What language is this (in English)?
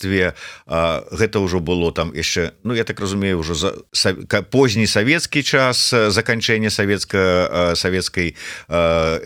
Belarusian